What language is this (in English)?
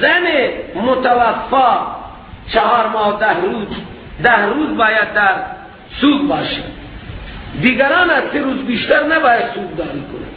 Persian